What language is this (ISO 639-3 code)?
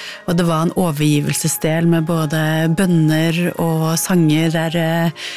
nor